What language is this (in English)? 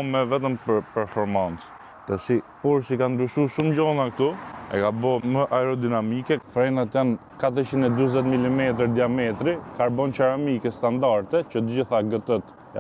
Albanian